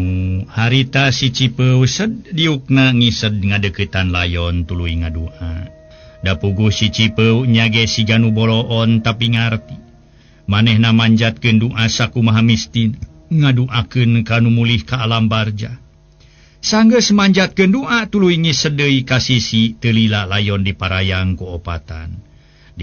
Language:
Sundanese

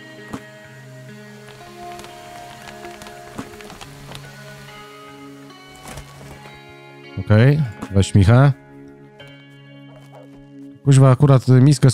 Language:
Polish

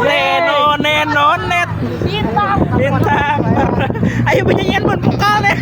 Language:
Banjar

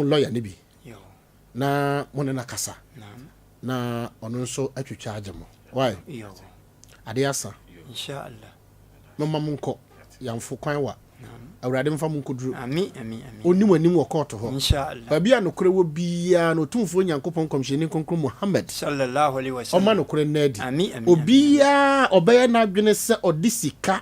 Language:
Akan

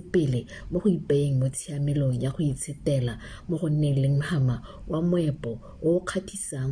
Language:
Tswana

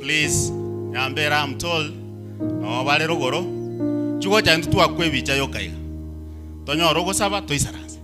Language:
Gusii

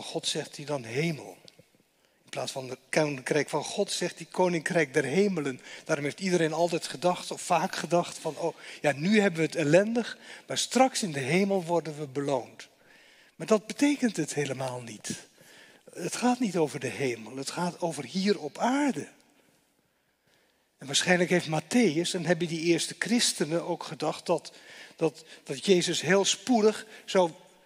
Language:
Dutch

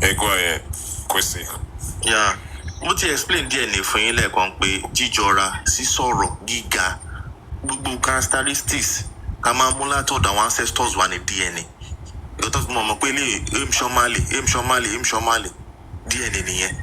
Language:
Yoruba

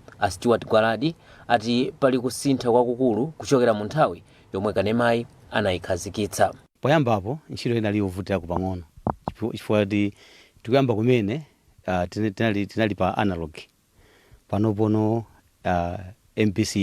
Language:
Nyanja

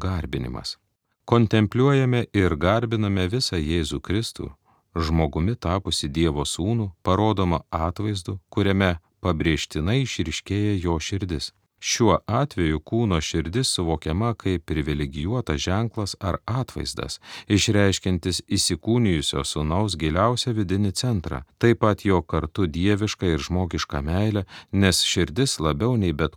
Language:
Lithuanian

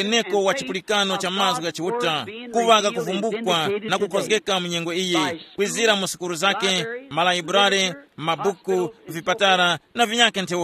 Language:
Tumbuka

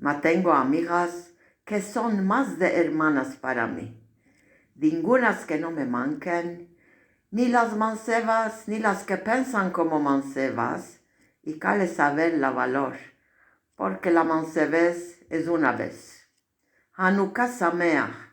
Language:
Ladino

